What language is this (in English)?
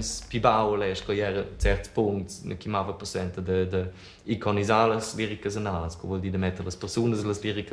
Romansh